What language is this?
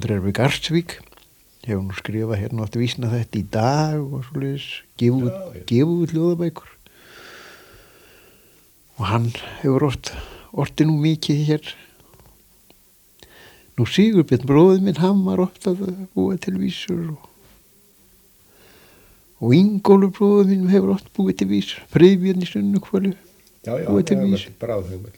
Icelandic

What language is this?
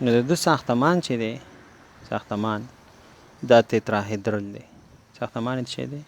Pashto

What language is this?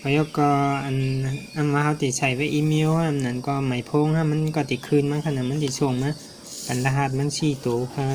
Shan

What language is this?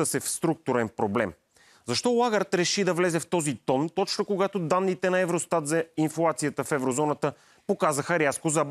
Bulgarian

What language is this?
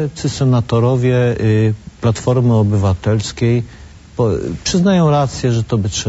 Polish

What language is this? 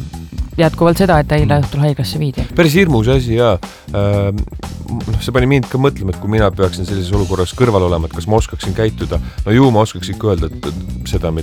Estonian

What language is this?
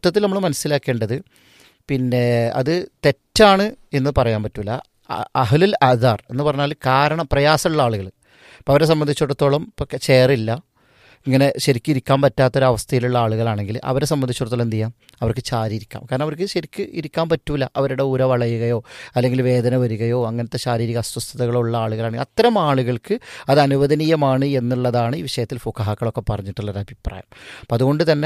Malayalam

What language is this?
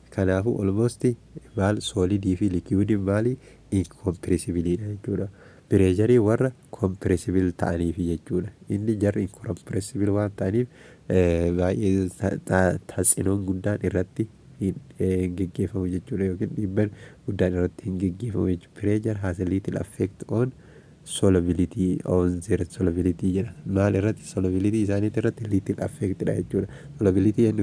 Oromo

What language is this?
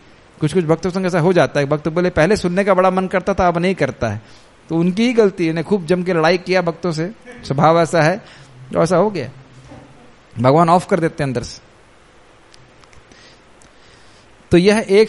Hindi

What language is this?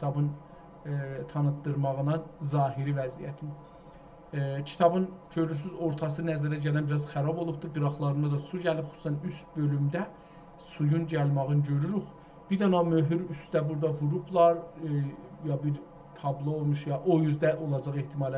South Azerbaijani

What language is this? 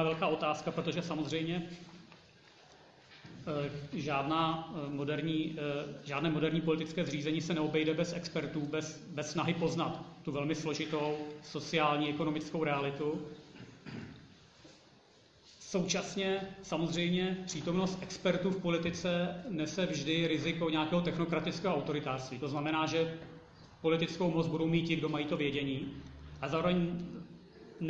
Czech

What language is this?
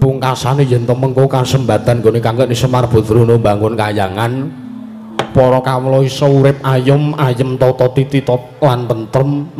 Javanese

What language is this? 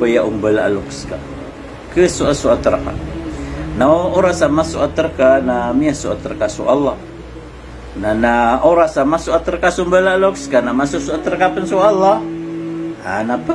Maranao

